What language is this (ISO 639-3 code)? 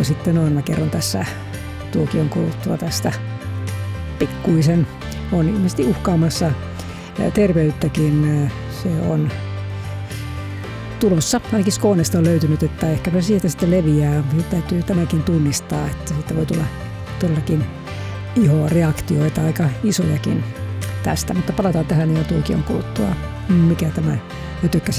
fin